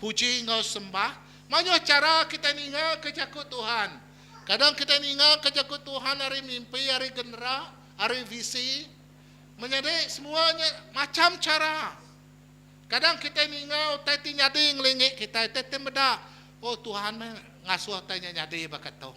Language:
Iban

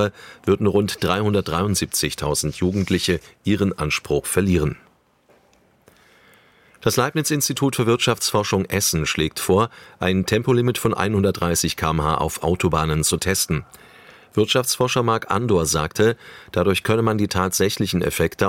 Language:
German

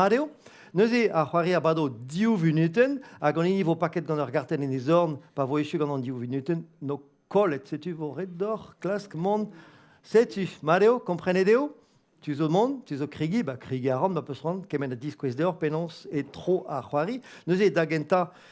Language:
Breton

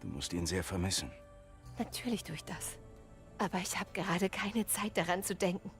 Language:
Bavarian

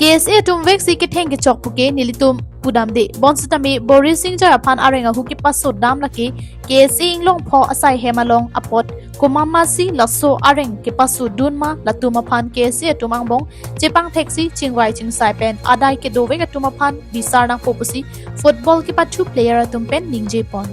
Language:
Karbi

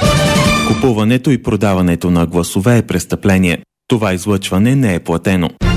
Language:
Bulgarian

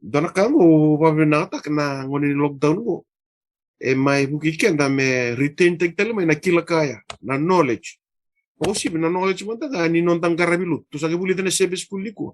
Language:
Fijian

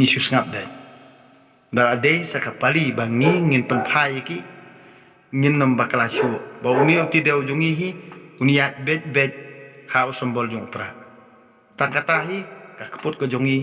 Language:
Khasi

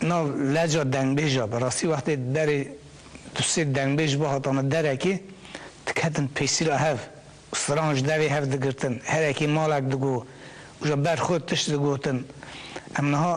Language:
Kurdish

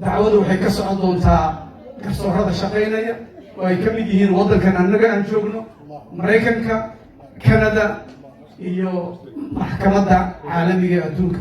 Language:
Somali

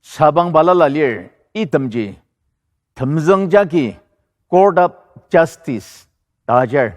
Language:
Ao Naga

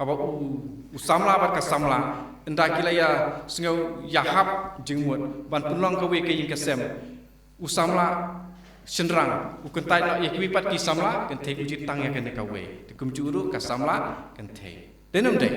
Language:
Khasi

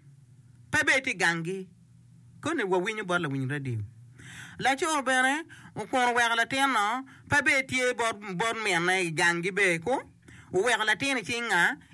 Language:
Acoli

